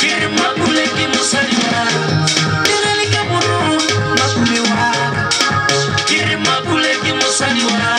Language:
Northern Sotho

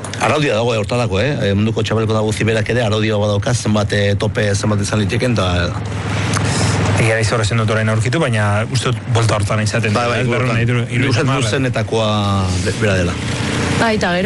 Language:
Basque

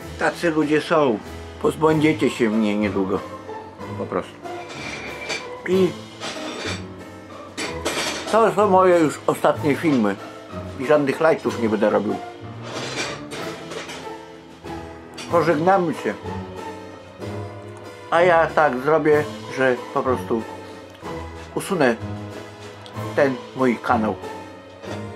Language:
Polish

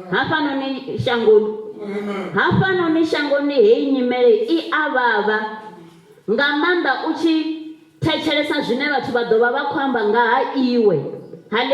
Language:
Venda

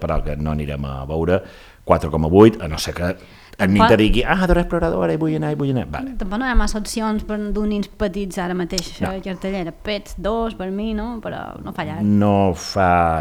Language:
Catalan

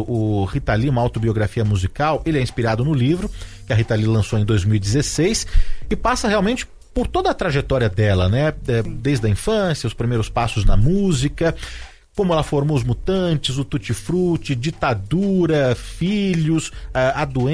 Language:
Portuguese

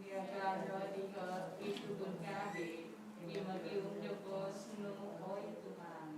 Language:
Central Dusun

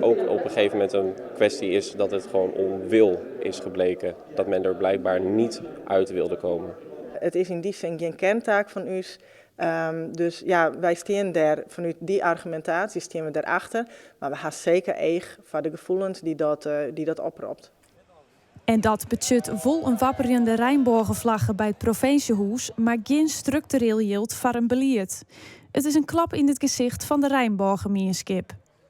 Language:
Western Frisian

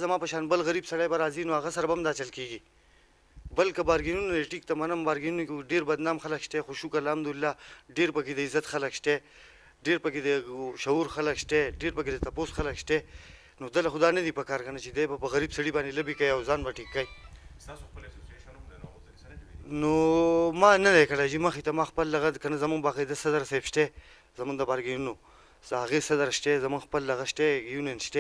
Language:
Pashto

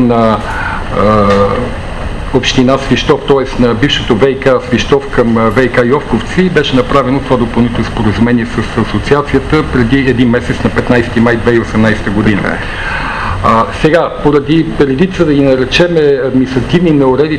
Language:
Bulgarian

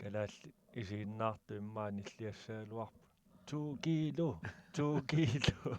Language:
Kalaallisut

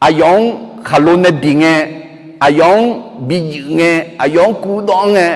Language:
Akha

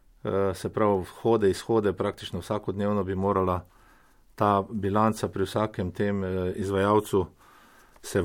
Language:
Slovenian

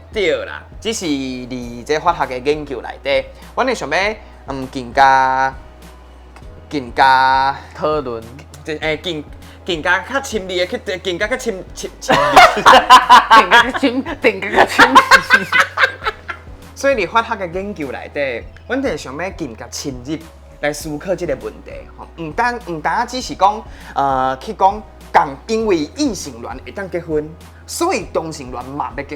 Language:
Min Nan Chinese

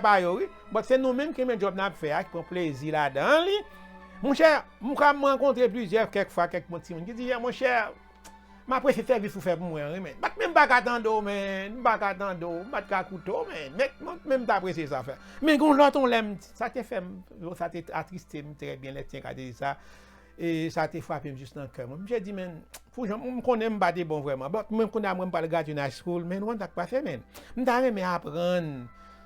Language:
Haitian Creole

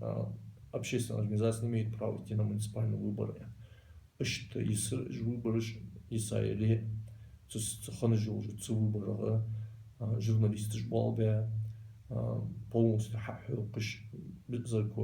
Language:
Ingush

